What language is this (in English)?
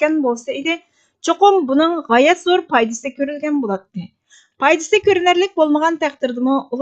Uyghur